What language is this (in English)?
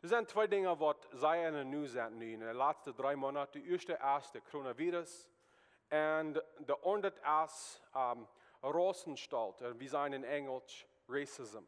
Plautdietsch